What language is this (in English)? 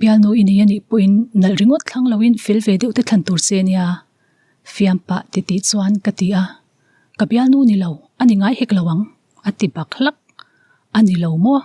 Mizo